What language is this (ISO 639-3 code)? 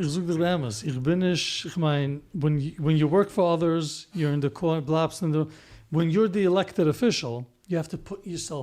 yid